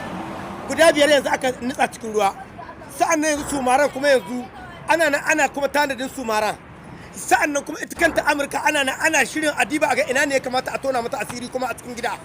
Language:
Hausa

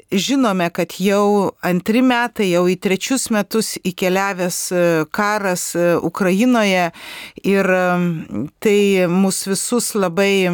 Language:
Lithuanian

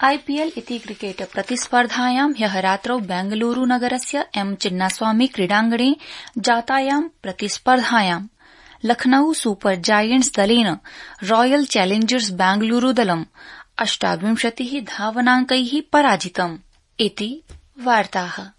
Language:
Sanskrit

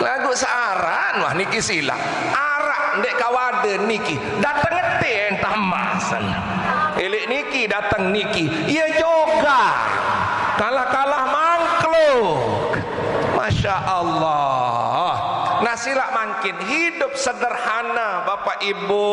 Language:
Sasak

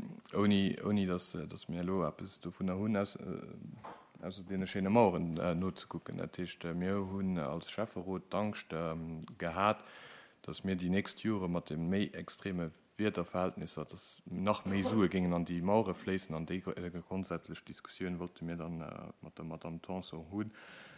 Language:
Luxembourgish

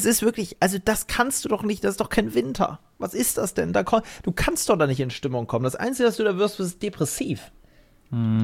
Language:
German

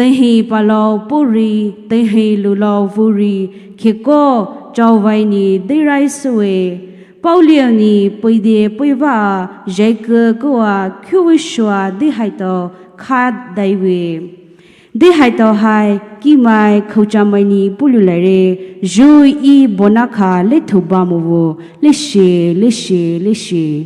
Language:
Poumei Naga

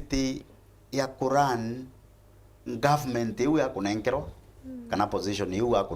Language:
Meru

